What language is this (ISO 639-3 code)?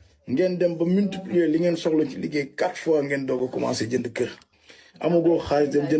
wol